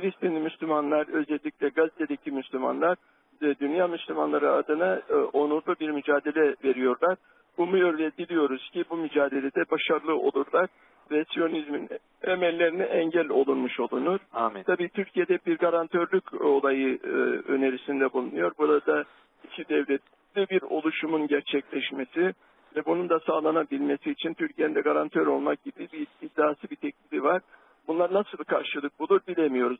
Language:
Turkish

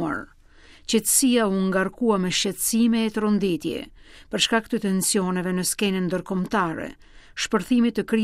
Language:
Albanian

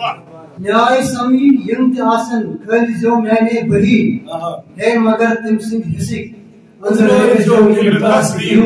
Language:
Kashmiri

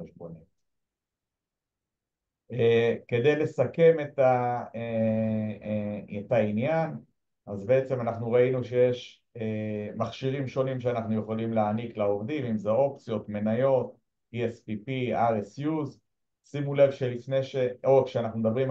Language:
Hebrew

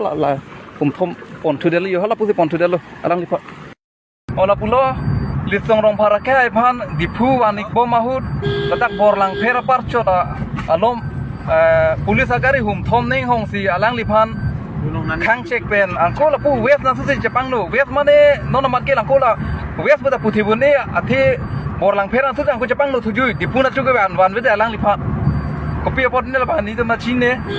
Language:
Karbi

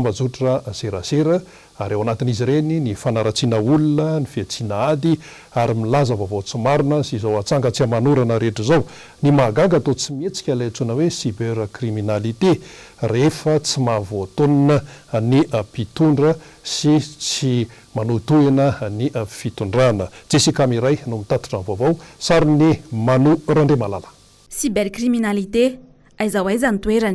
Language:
Malagasy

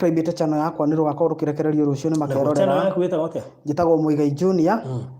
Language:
Kikuyu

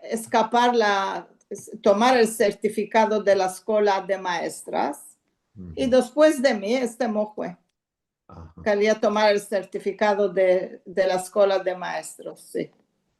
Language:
Ladino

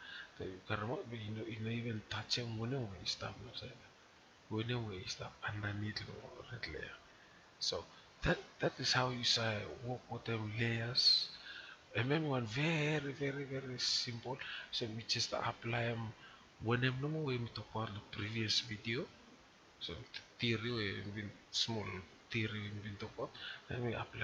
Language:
Bislama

